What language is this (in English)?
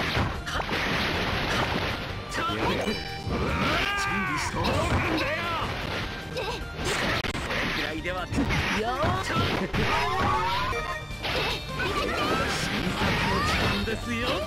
Japanese